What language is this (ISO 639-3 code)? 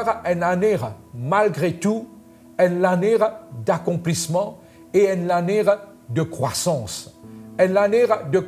mfe